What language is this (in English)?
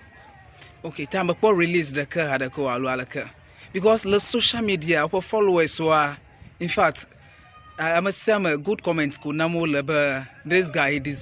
Ewe